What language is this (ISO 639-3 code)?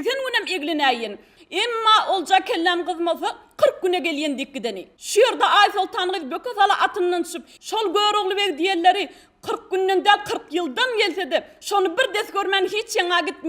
tuk